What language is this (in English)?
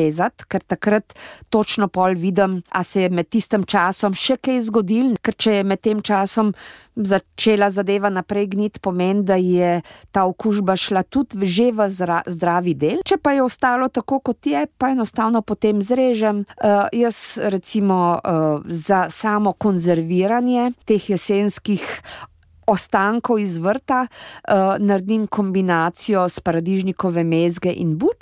Slovenian